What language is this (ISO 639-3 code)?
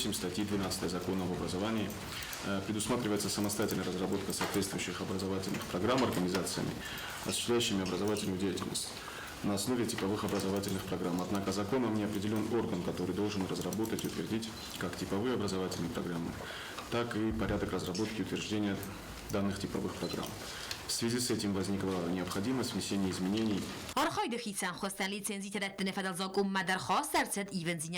oss